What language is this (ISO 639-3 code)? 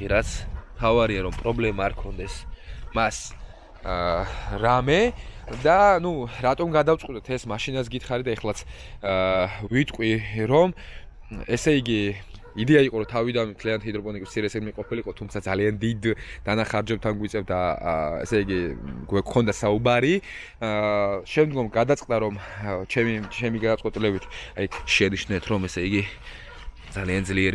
kat